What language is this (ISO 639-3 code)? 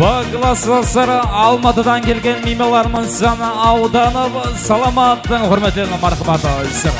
kaa